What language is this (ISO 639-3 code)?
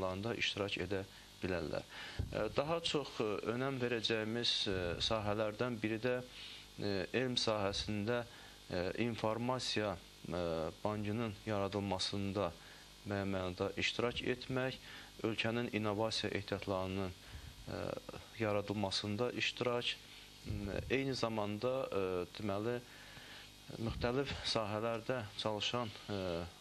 aze